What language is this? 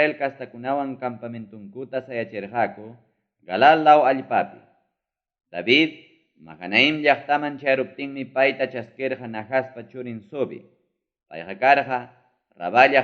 Ayacucho Quechua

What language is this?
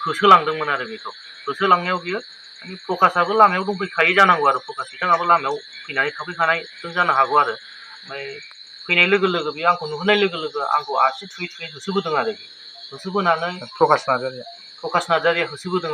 Bodo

